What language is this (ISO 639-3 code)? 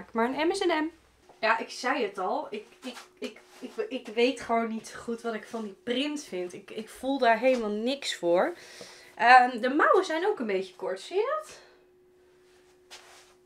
nld